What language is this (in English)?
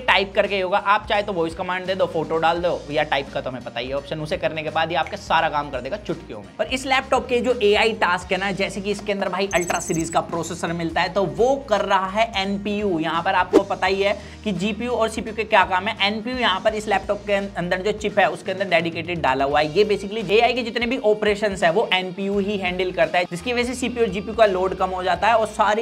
Hindi